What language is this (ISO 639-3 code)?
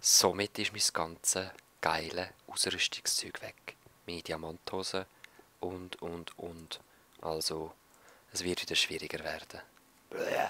gsw